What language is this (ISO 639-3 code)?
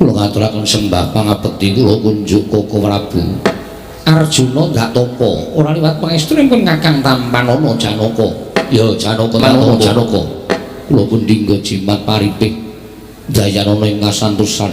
jav